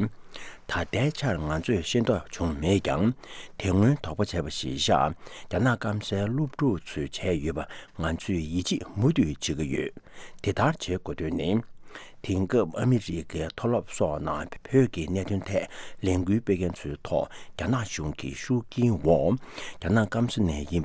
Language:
Tibetan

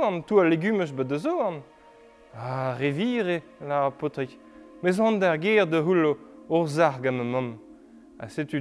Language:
Breton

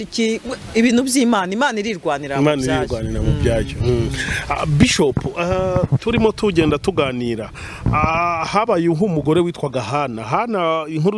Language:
Kinyarwanda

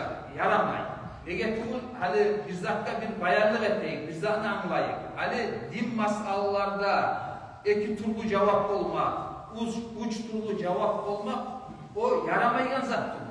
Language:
Kumyk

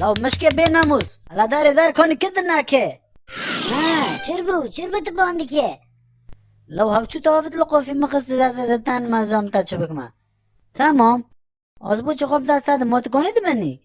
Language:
Kurdish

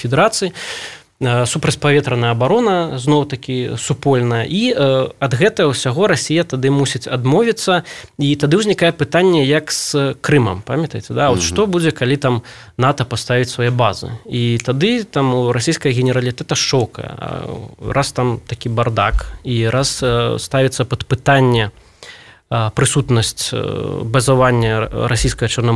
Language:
Belarusian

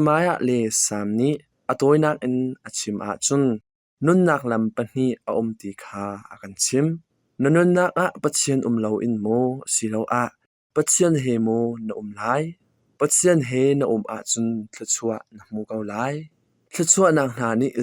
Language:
Hakha Chin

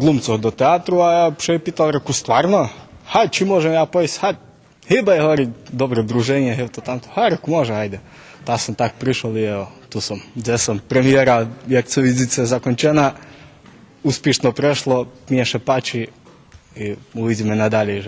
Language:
Rusyn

